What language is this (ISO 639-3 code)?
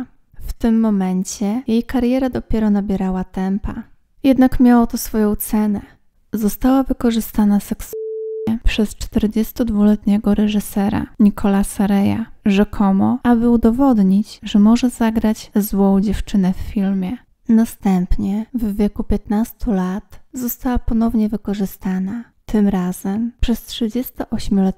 pol